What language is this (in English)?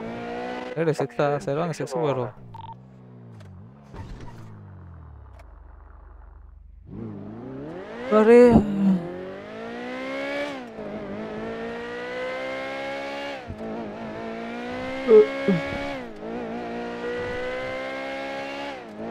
Tamil